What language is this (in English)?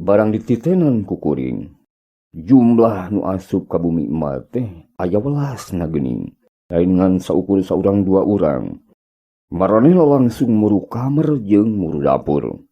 Sundanese